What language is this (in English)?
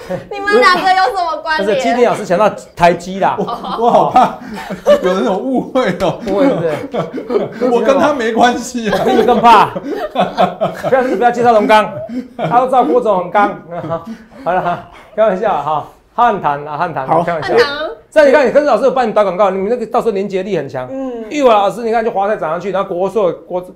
Chinese